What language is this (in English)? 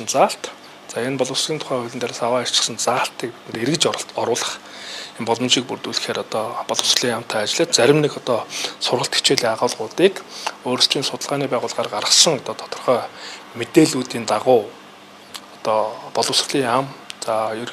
Mongolian